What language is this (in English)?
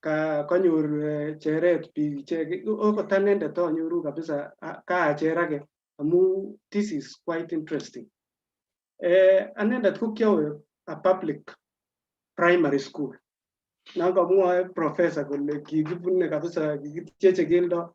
Kalenjin